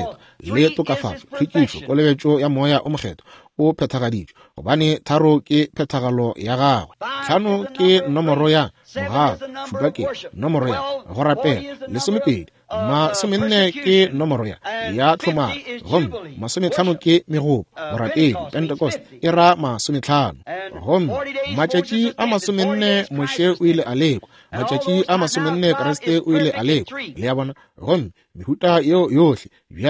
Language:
Northern Sotho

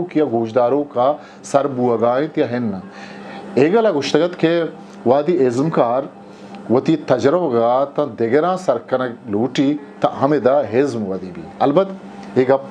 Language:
Eastern Balochi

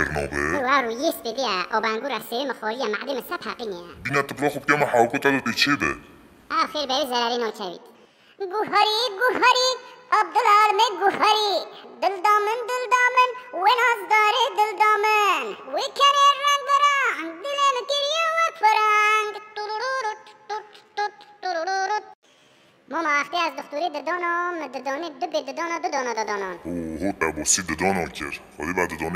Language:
Kurdish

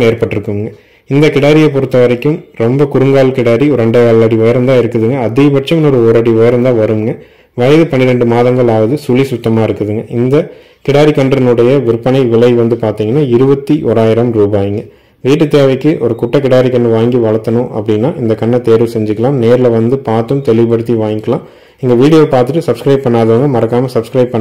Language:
Tamil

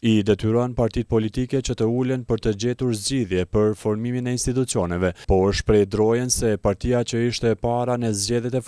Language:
Albanian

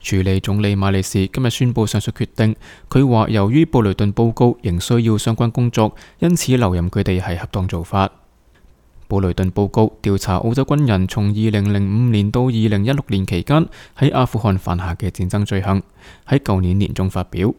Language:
Cantonese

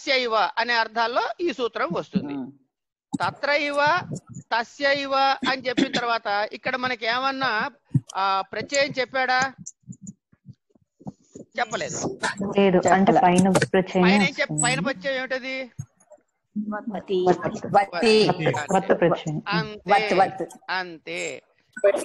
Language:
Telugu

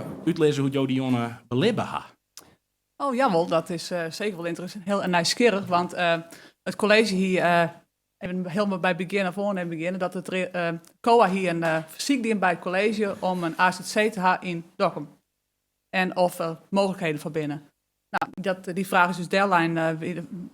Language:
Western Frisian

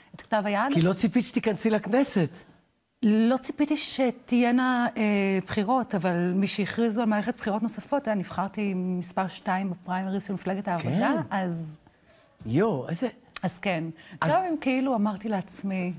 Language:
Hebrew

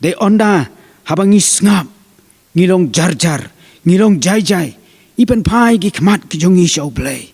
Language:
Khasi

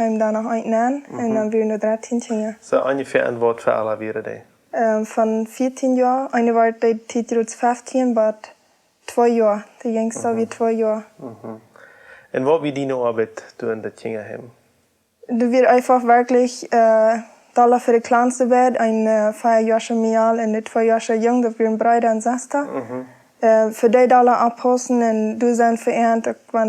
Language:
Plautdietsch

